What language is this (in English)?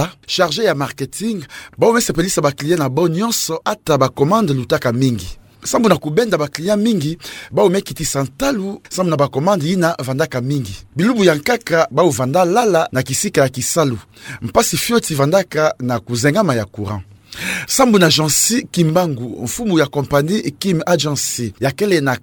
Kituba (Democratic Republic of Congo)